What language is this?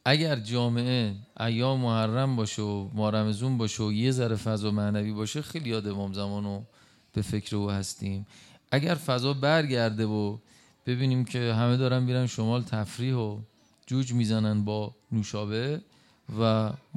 Persian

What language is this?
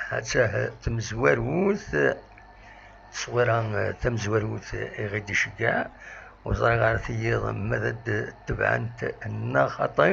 Kabyle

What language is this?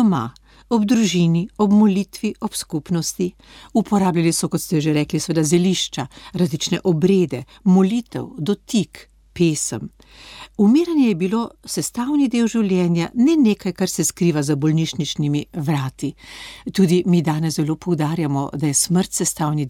Slovenian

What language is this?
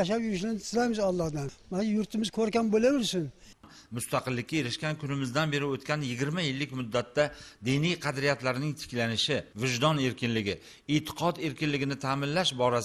Uzbek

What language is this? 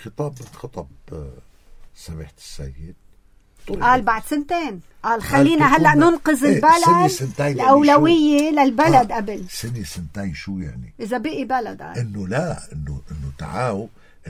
North Levantine Arabic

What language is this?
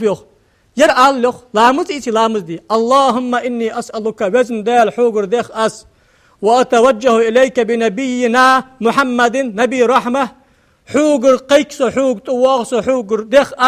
Ingush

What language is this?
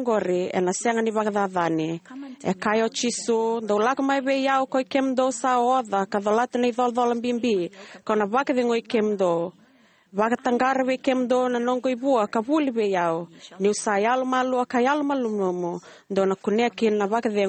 Fijian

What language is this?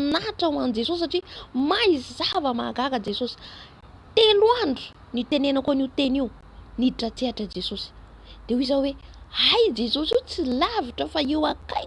Malagasy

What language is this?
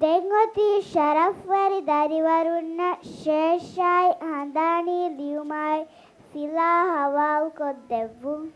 Divehi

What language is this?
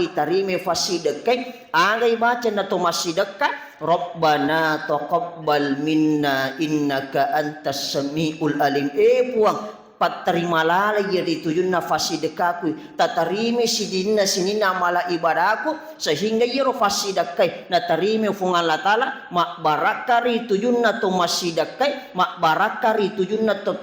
Buginese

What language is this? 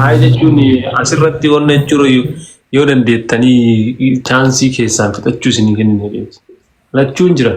Oromo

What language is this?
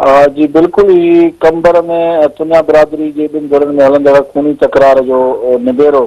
Sindhi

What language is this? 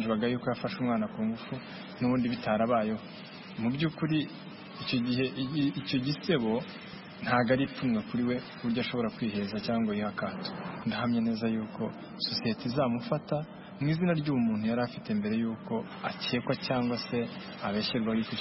Kinyarwanda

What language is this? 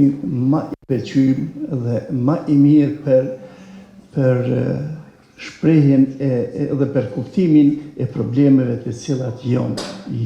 Albanian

